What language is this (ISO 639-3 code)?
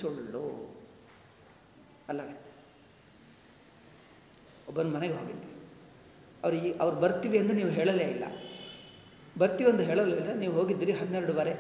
kan